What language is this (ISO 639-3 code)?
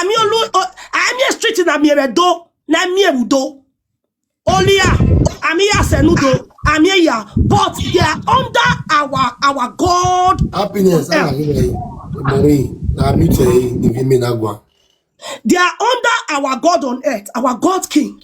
pcm